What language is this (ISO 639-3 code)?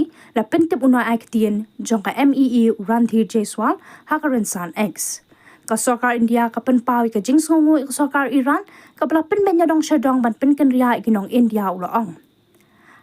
kha